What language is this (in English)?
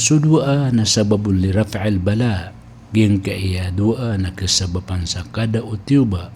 Maranao